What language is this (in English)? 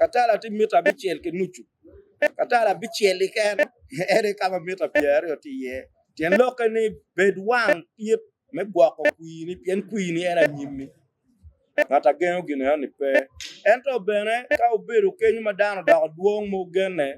Acoli